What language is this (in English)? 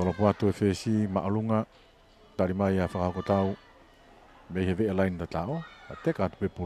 Tongan